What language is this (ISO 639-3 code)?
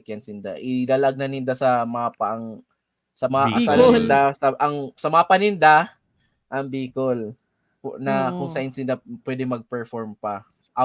bik